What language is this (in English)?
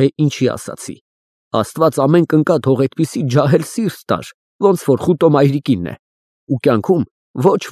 Armenian